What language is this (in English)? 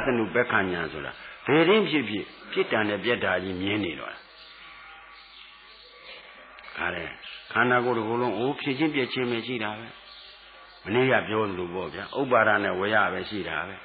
Burmese